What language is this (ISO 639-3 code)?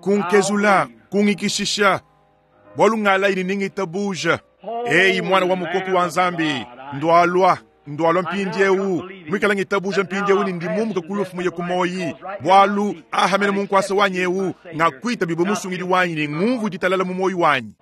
lua